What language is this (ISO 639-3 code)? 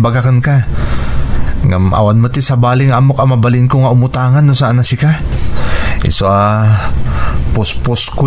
ilo